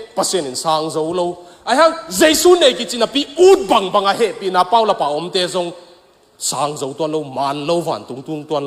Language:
Tedim Chin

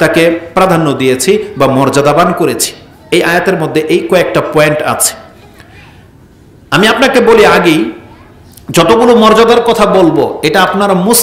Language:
Bangla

